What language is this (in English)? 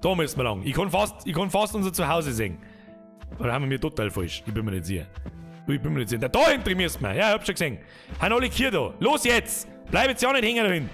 Bavarian